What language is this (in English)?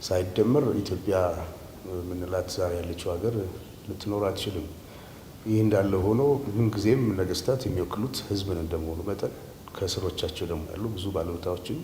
Amharic